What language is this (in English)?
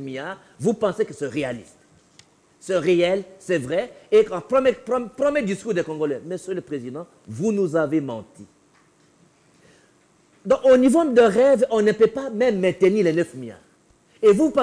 French